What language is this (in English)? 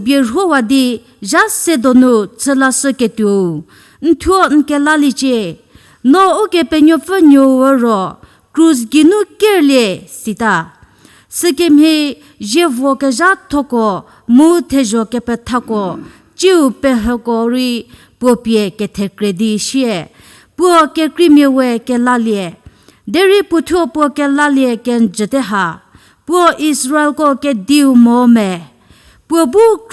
Angami Naga